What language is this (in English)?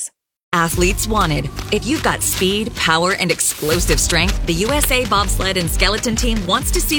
English